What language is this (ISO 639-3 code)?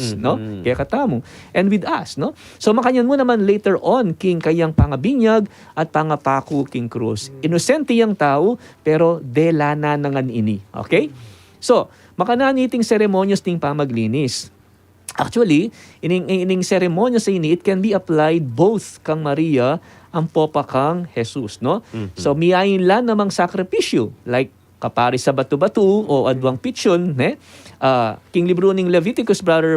pam